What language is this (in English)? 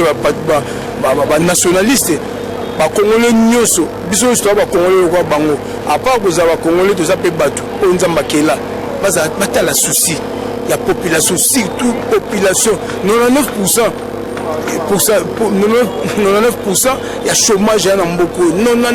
Lingala